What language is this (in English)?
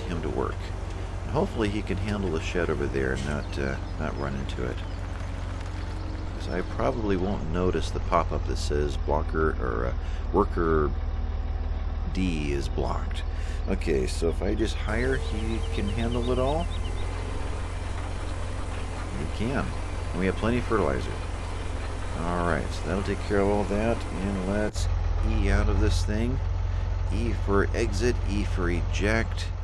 English